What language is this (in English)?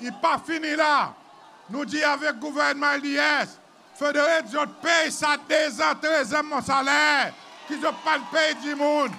Seselwa Creole French